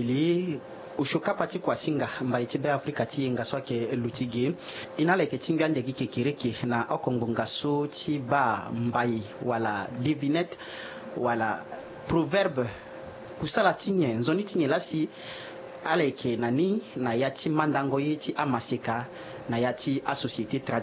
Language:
Sango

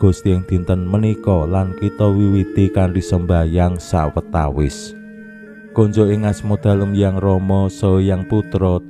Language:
Javanese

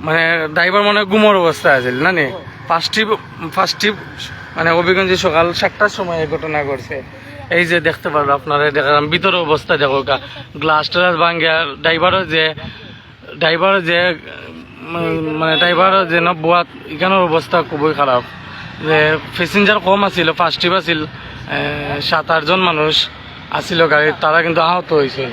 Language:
Sylheti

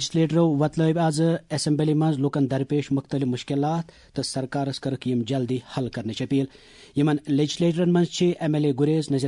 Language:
Kashmiri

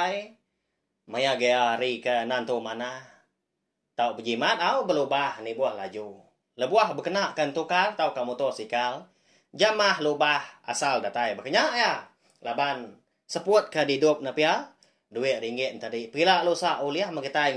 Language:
Iban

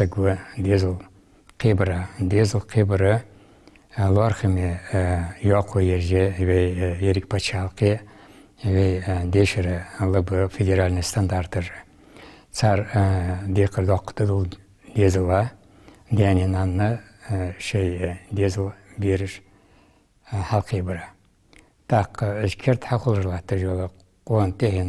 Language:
Ingush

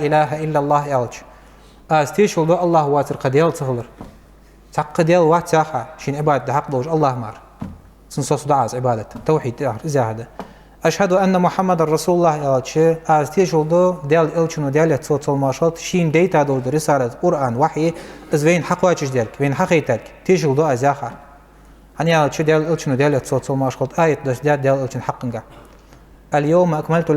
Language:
Ingush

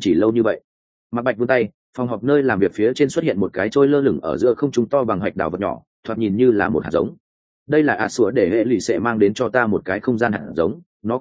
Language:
Vietnamese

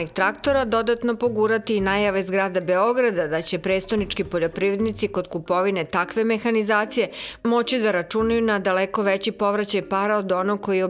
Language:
Serbian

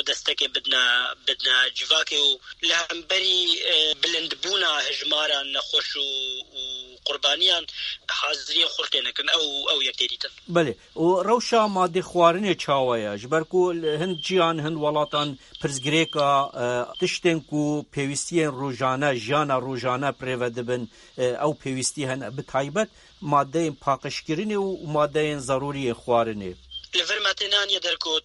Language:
Kurdish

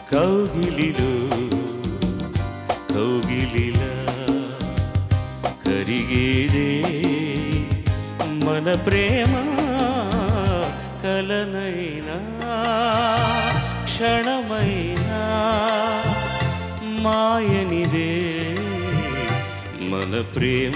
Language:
Telugu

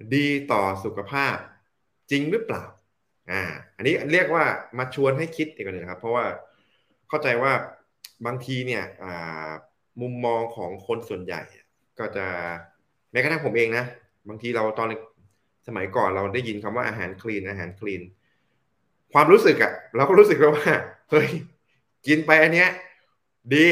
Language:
Thai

